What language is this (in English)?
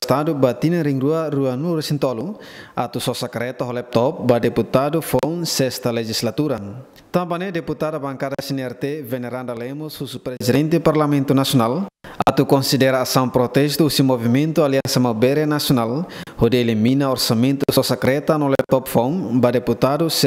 Tetum